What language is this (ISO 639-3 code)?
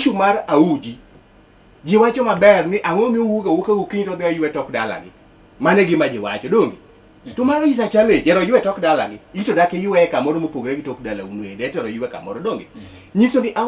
luo